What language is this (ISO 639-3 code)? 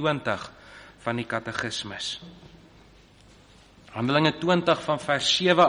afr